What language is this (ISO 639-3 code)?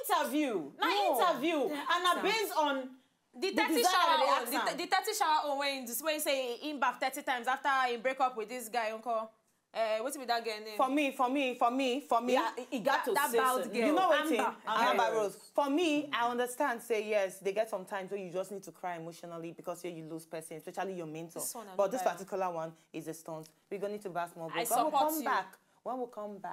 pcm